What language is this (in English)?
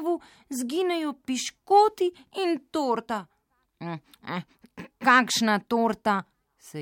Slovenian